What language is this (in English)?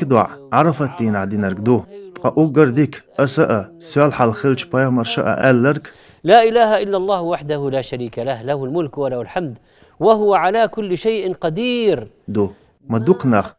Chechen